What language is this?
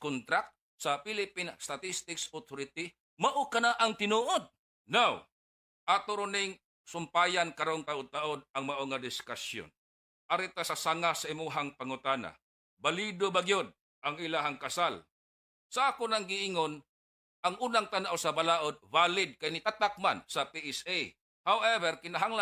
Cebuano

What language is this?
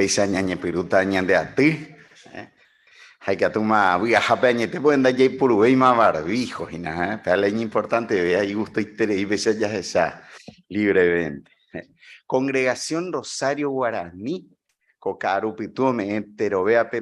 Guarani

